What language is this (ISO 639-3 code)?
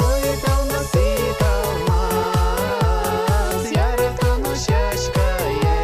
udm